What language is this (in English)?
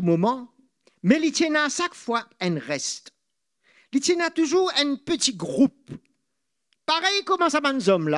Morisyen